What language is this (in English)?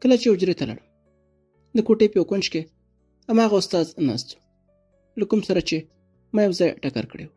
Pashto